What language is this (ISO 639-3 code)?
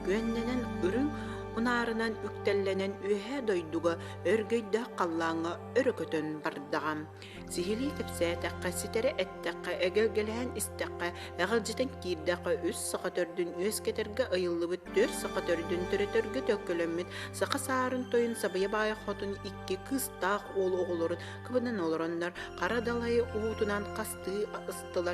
sah